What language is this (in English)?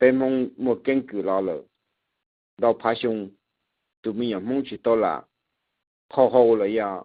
Hmong